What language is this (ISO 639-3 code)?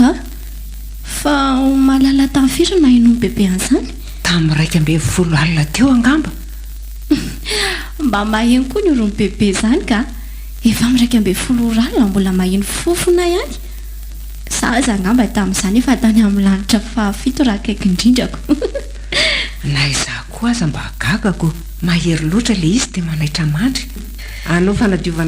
mlg